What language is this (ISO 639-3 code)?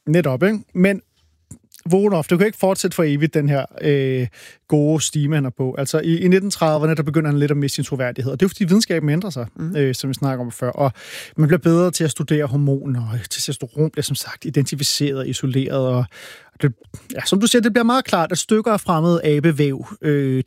dan